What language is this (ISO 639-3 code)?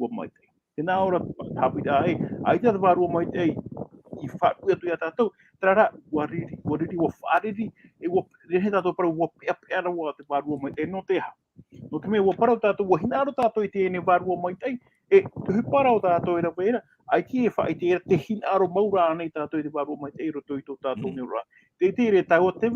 tah